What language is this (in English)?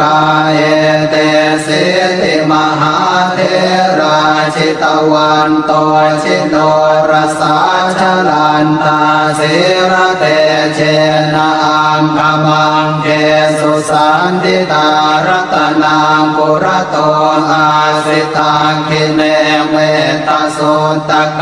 Pali